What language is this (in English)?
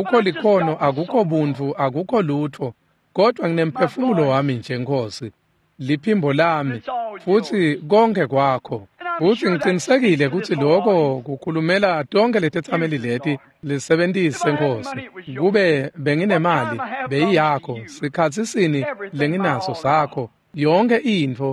Swati